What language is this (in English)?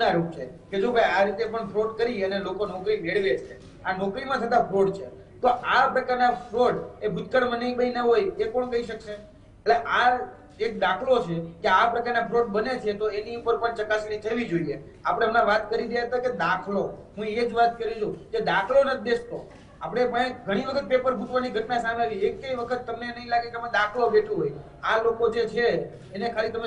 Gujarati